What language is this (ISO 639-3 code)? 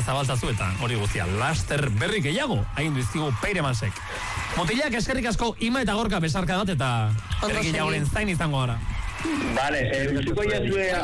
eus